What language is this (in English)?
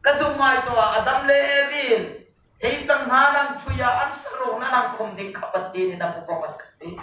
Hmar